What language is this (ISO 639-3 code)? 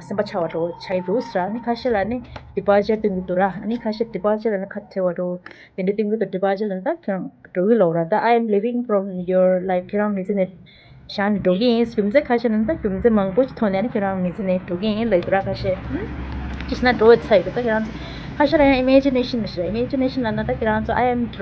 bod